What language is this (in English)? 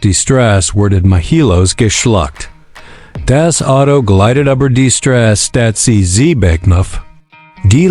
Swiss German